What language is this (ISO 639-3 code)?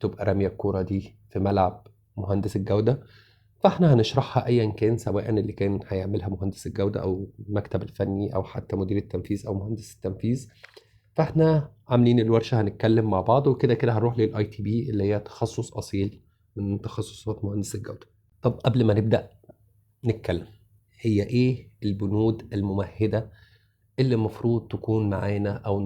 arz